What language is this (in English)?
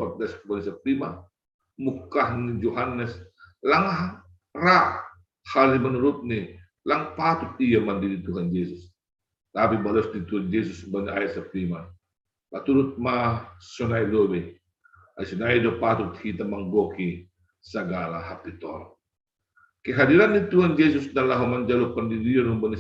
Batak Simalungun